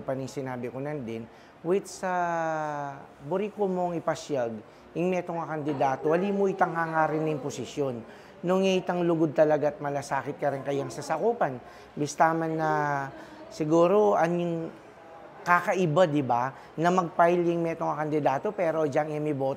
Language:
Pampanga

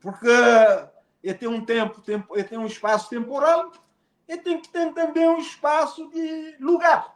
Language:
Kabuverdianu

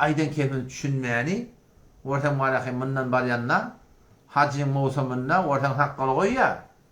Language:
Turkmen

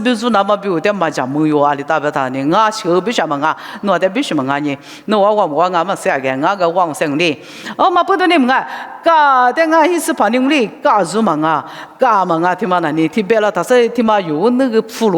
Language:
Lisu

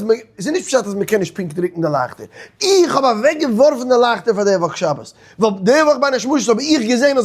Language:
Yiddish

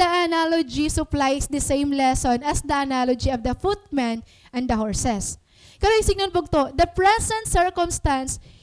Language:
Waray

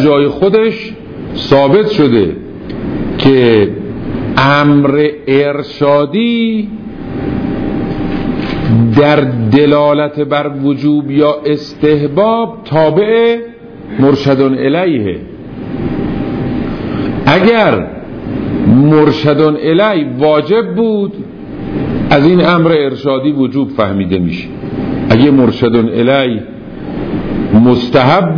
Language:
Persian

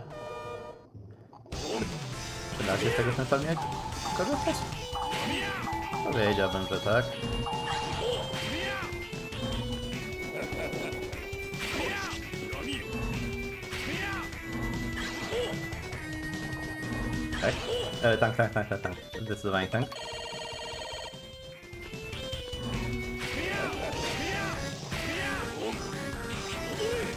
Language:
Polish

